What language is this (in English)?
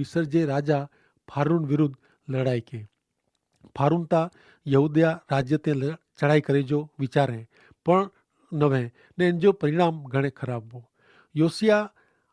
Kachhi